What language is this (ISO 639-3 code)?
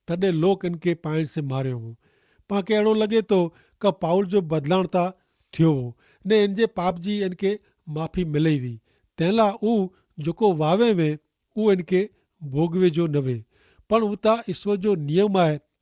kfr